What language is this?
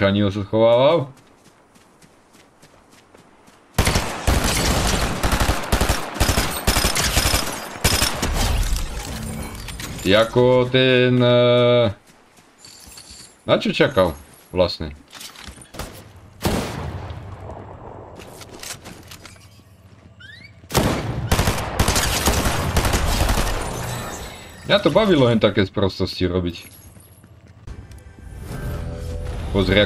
Slovak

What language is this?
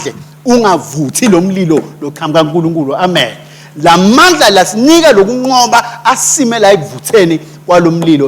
Swati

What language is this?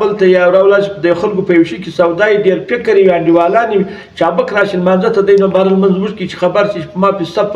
Pashto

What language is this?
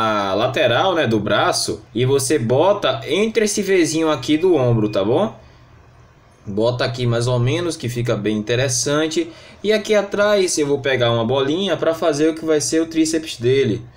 Portuguese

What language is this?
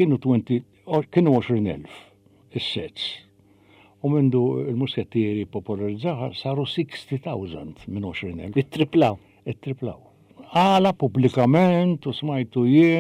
Maltese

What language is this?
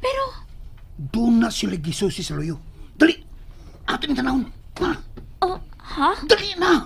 Cebuano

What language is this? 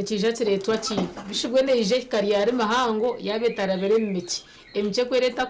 Nyankole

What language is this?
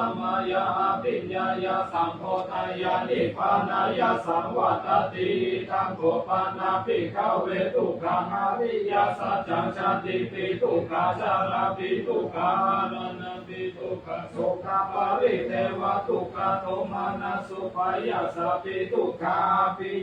Pali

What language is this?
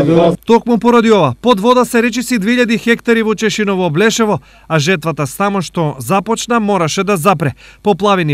Macedonian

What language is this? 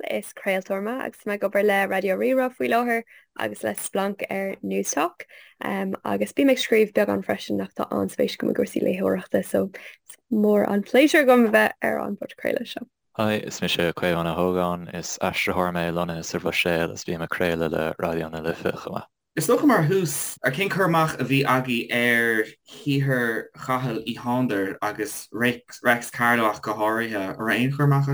Irish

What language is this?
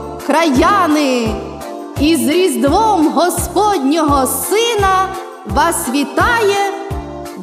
Ukrainian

